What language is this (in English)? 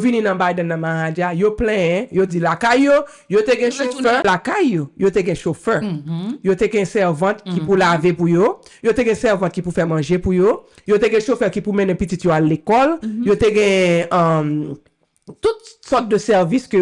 Haitian Creole